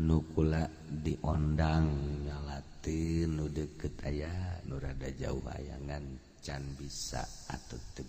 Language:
Sundanese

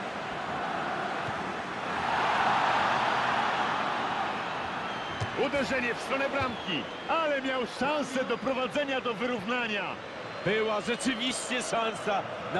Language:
Polish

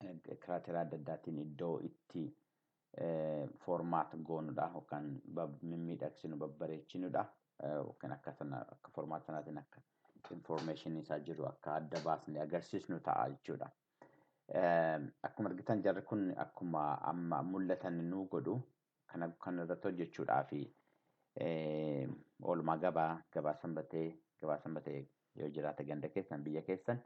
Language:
Oromo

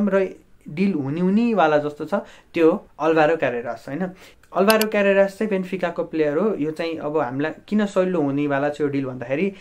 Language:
Nepali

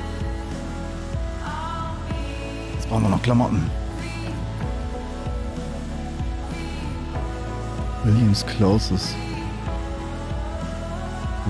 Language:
German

